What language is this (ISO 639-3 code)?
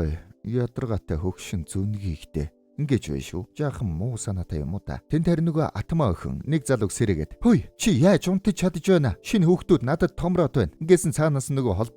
mon